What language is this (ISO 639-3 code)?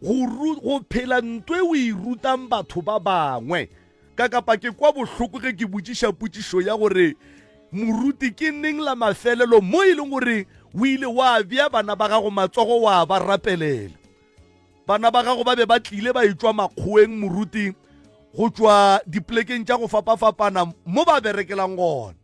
nso